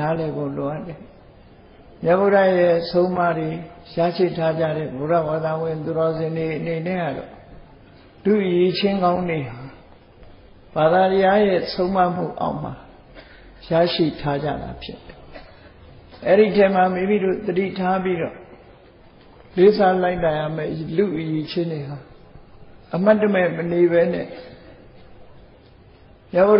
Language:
Burmese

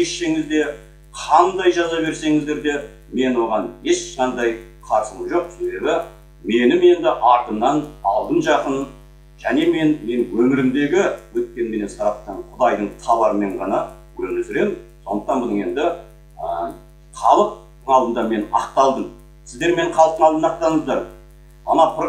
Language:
Kazakh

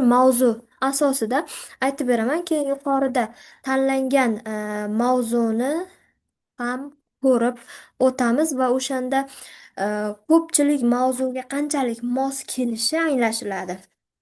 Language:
Uzbek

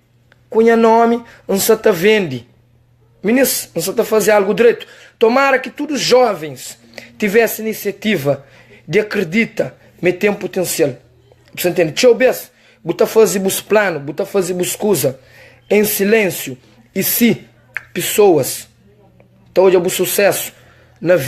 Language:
Kabuverdianu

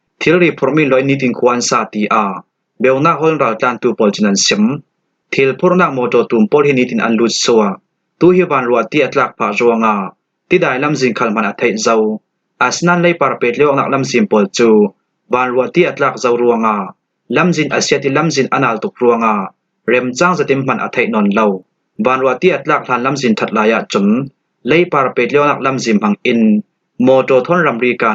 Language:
Hakha Chin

